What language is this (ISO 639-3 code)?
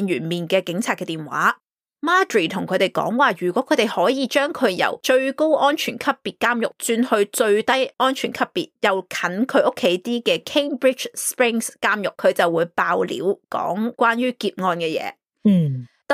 yue